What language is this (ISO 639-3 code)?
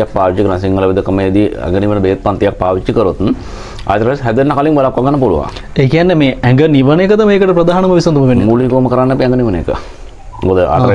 sin